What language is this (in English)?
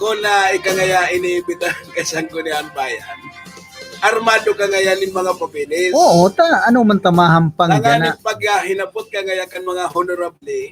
Bikol